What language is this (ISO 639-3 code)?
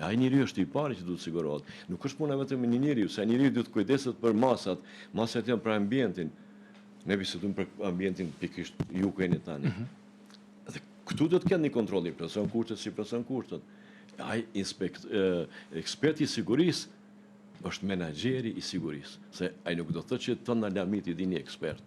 sqi